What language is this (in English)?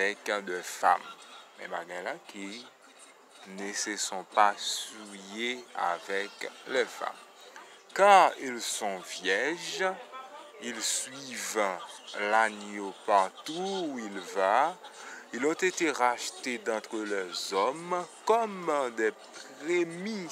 Haitian Creole